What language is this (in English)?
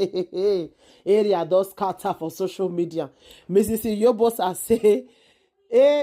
Nigerian Pidgin